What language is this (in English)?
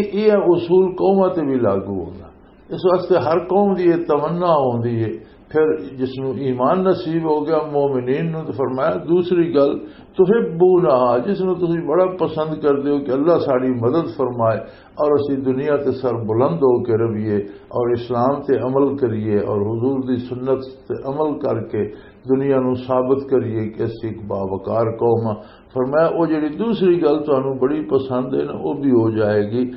Western Panjabi